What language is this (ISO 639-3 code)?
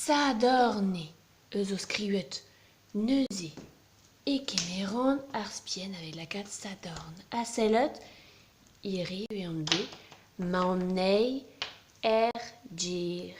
bre